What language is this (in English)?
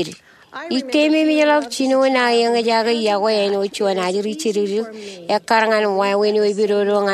Marshallese